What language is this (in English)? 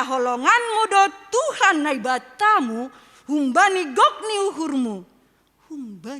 Batak Simalungun